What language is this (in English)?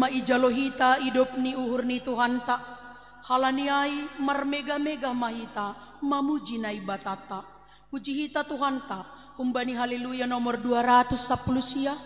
Batak Simalungun